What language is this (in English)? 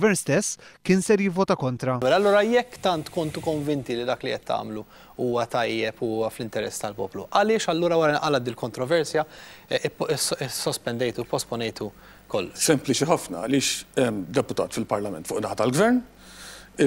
Maltese